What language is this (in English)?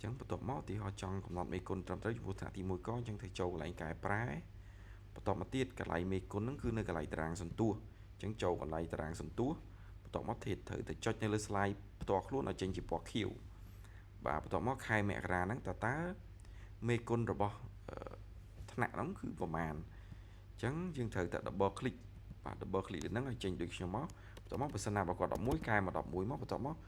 Khmer